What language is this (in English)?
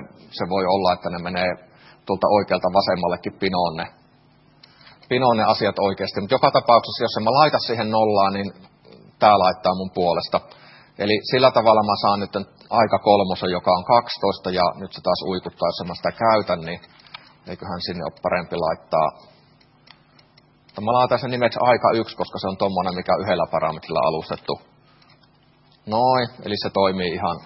Finnish